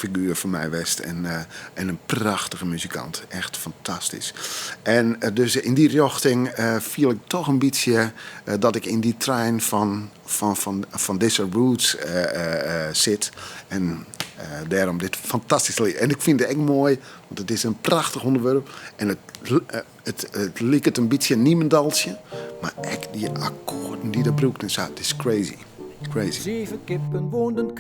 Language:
Western Frisian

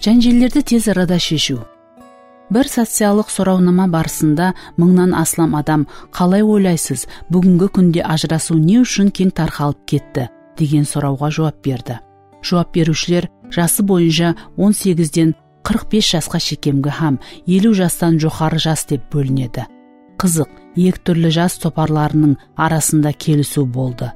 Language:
Kara-Kalpak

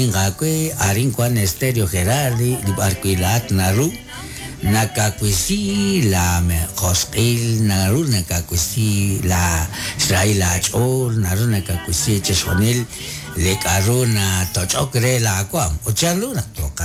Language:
Kekchí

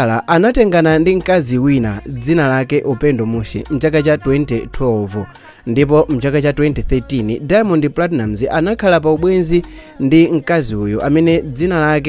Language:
Nyanja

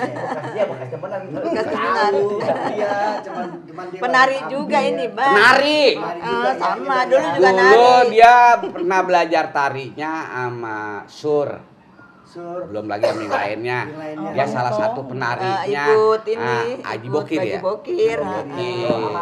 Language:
Betawi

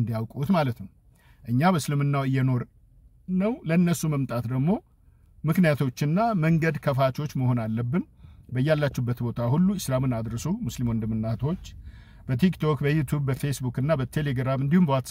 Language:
Amharic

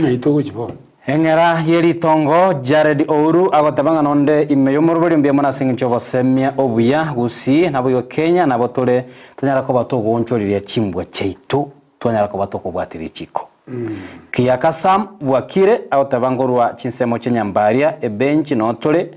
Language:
Gusii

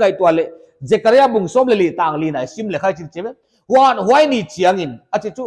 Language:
Paite Chin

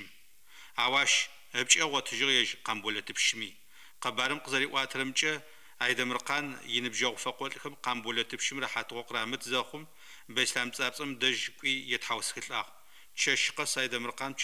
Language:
Adyghe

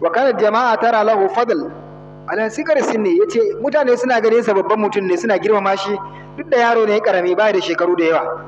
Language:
Hausa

